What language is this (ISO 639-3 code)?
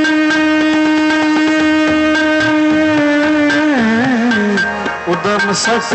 hin